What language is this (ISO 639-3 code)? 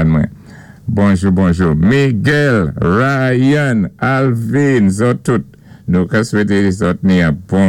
acf